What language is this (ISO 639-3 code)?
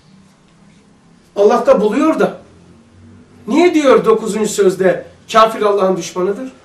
tur